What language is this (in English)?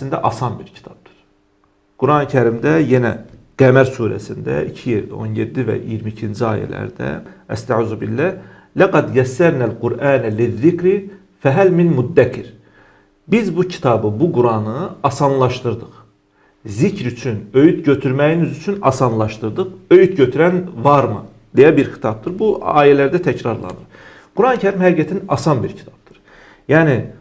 Azerbaijani